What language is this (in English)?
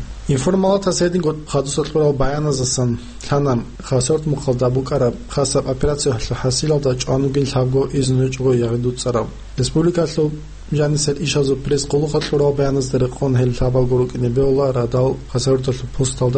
Avaric